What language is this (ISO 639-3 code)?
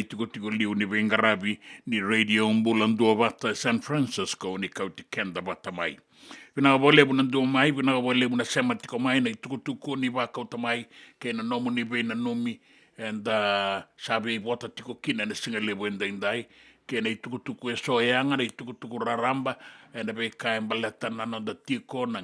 fij